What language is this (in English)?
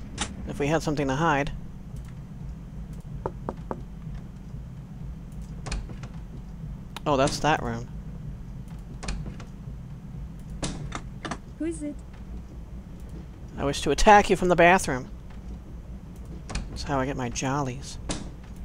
English